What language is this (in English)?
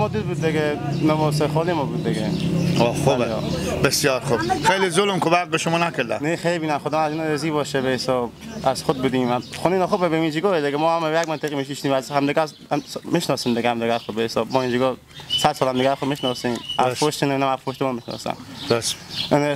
Persian